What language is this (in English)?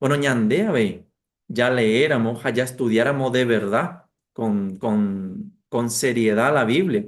Guarani